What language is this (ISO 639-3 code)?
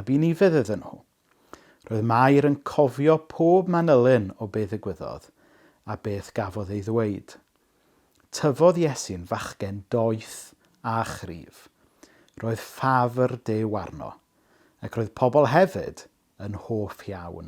cym